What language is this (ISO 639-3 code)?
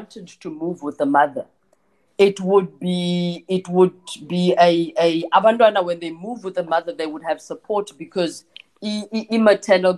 xho